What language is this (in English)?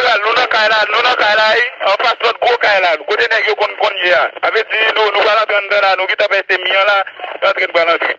Haitian Creole